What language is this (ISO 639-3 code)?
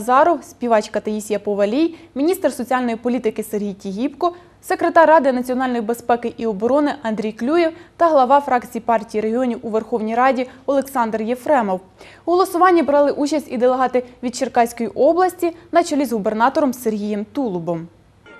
ukr